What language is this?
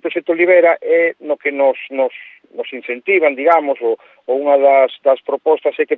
Galician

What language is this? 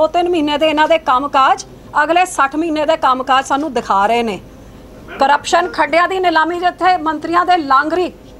Punjabi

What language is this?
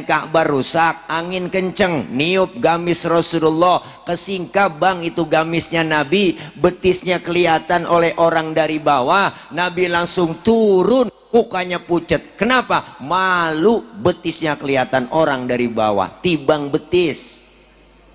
Betawi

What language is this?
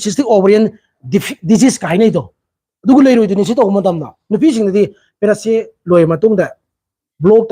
Manipuri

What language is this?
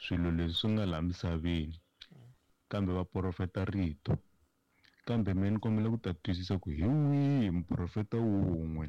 Tsonga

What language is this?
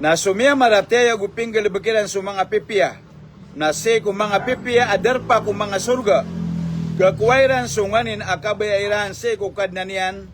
Maranao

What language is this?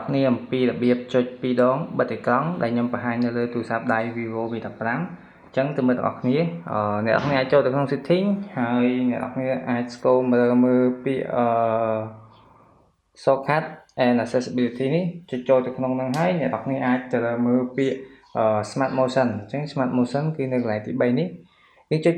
Khmer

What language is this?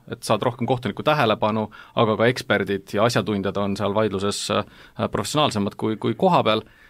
Estonian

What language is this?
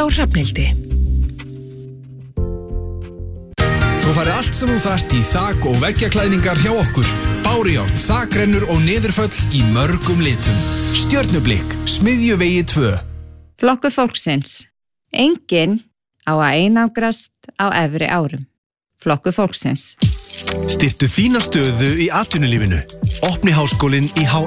Icelandic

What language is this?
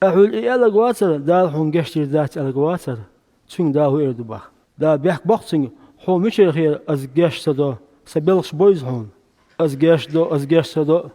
Chechen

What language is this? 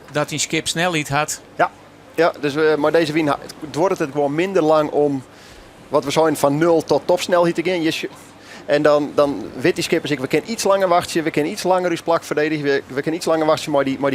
Western Frisian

